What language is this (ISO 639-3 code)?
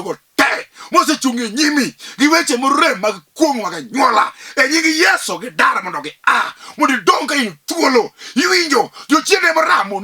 luo